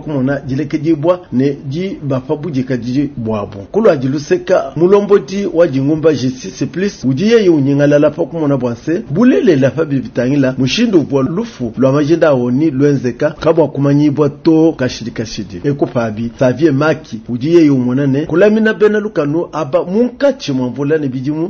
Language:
Luba-Lulua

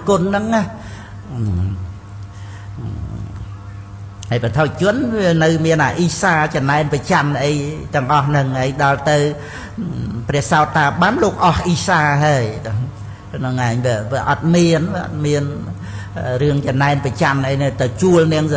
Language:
Khmer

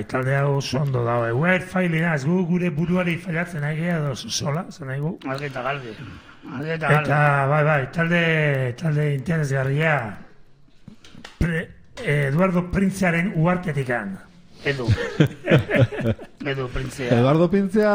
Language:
Basque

